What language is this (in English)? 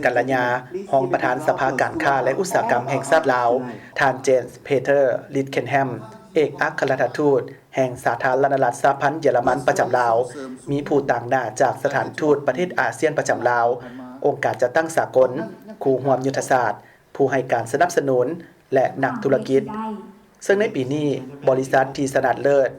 Lao